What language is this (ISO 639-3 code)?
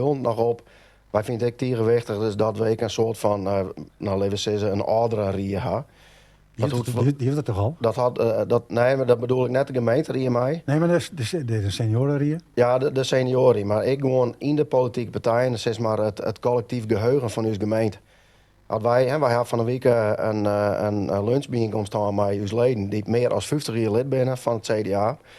fry